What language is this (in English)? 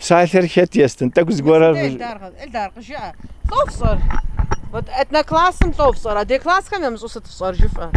Kabardian